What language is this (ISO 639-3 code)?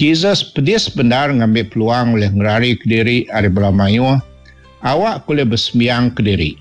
iba